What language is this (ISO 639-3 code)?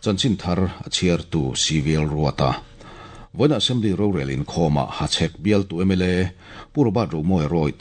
lus